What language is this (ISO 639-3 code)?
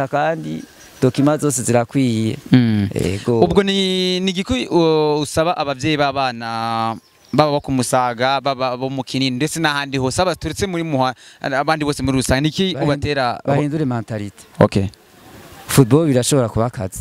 run